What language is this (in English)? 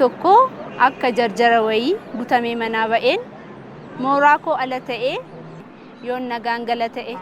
Oromo